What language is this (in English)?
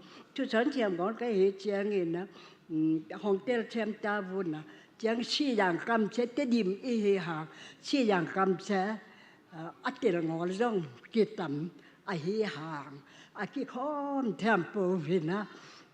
Tedim Chin